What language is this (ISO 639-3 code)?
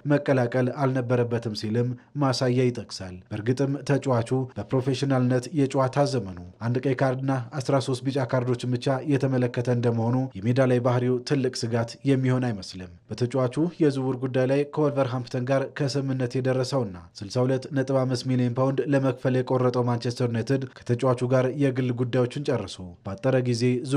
amh